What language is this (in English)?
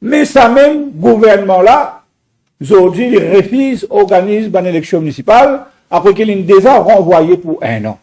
Morisyen